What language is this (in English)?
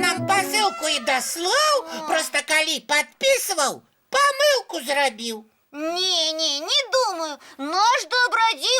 Belarusian